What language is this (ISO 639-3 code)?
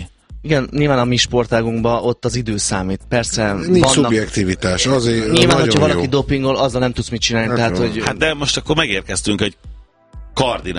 hun